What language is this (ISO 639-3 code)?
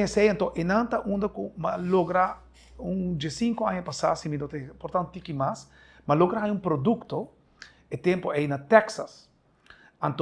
pap